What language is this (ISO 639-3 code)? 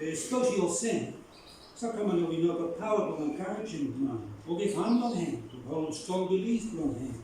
bis